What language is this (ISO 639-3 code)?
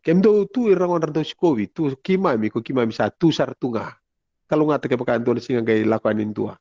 fij